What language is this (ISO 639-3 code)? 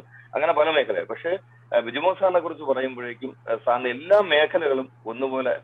mal